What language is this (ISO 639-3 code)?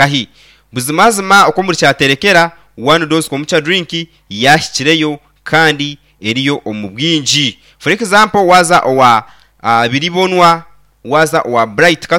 nyn